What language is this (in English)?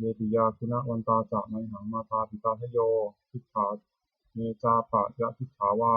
Pali